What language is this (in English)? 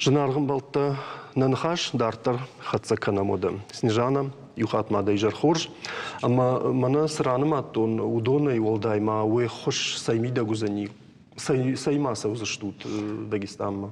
Ossetic